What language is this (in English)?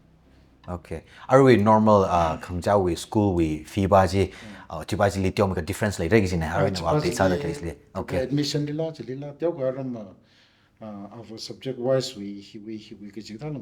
Tangkhul Naga (India)